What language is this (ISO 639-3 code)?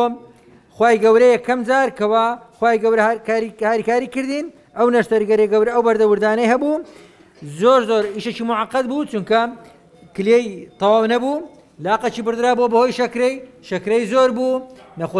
ckb